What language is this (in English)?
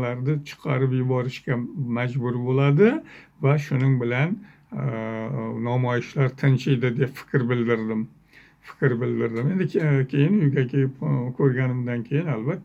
Uzbek